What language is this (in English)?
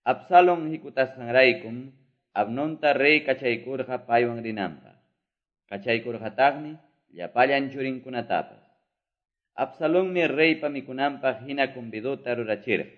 Quechua